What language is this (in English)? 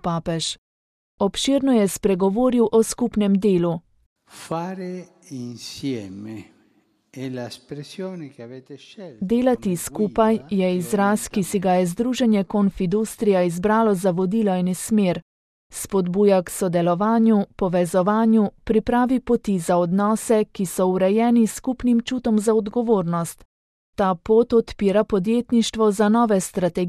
Slovenian